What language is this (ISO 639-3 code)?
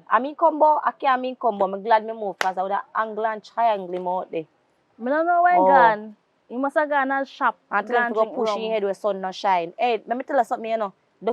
jam